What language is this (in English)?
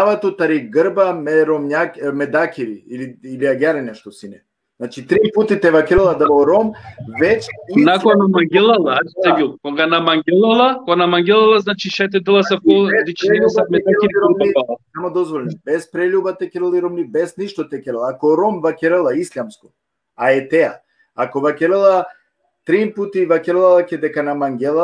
Balkan Romani